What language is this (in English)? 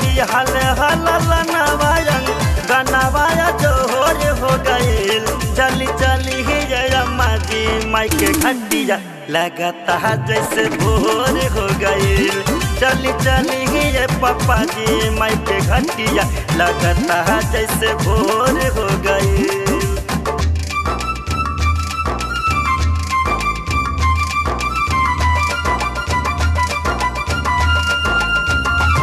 Bhojpuri